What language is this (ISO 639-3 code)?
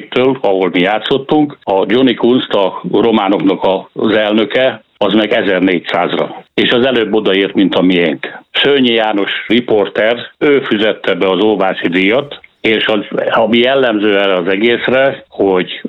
hun